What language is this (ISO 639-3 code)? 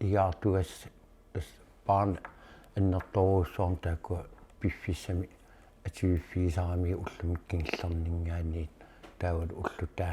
kal